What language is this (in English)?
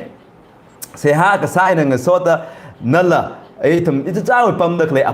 Tangkhul Naga (India)